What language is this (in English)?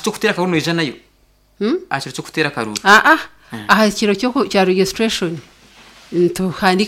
Nyankole